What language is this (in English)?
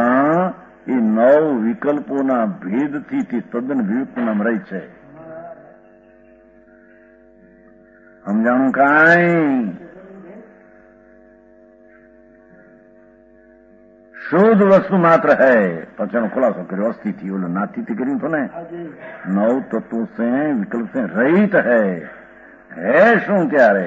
Gujarati